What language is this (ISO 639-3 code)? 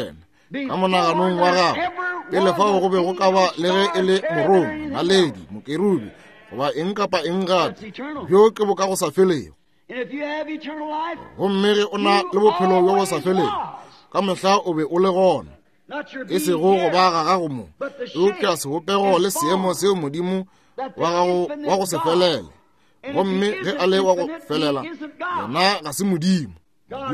nso